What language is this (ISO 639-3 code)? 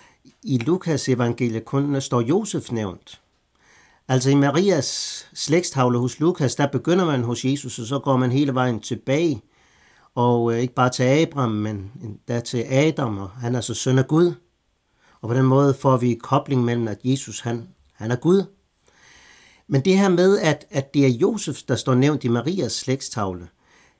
dan